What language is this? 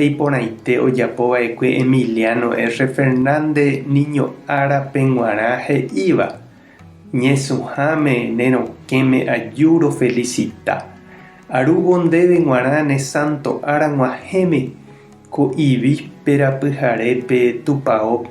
Guarani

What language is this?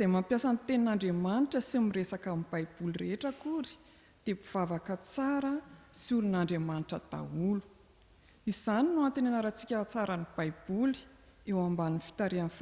Malagasy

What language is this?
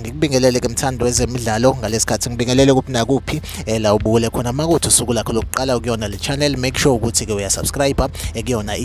Zulu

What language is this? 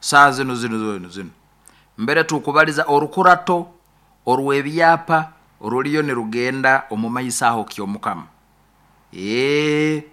Nyoro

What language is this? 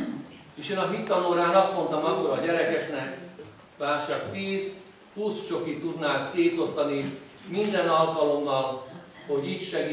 Hungarian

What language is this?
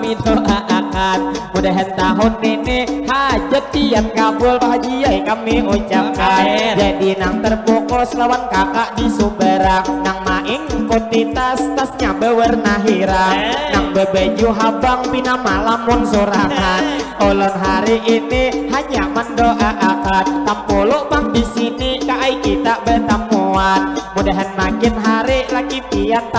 Banjar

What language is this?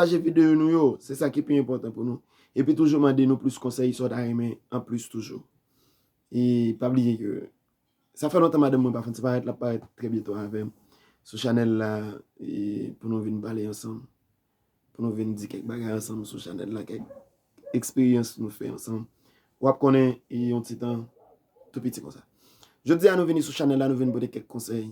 Haitian Creole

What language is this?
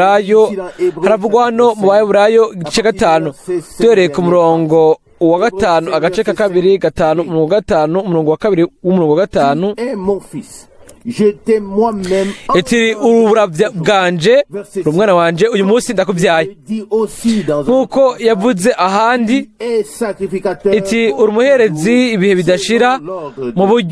Rundi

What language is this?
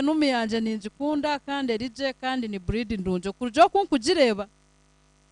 Nyankole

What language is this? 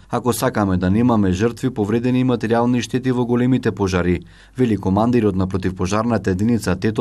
Macedonian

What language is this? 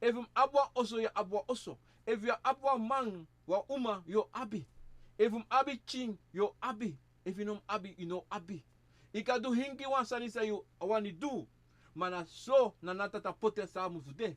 Sranan Tongo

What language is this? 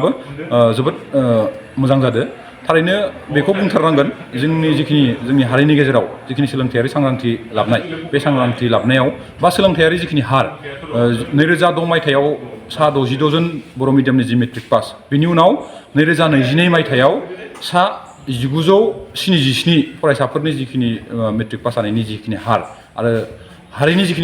Bodo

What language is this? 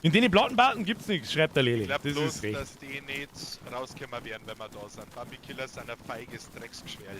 Bavarian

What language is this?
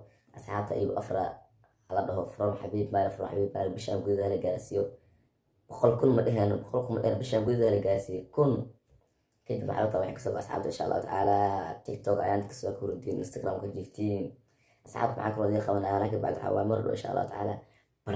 Somali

